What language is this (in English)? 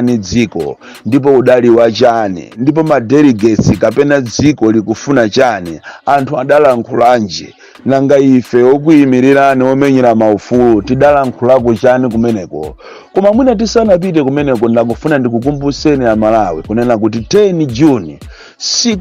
Nyanja